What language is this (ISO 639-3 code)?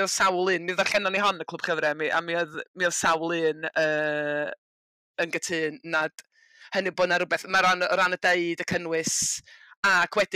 cym